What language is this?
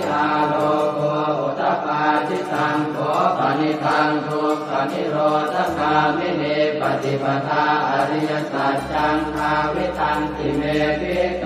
Pali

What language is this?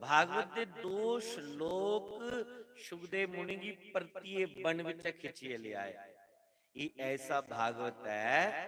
Dogri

